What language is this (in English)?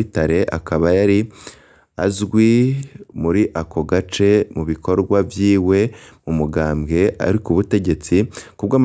Rundi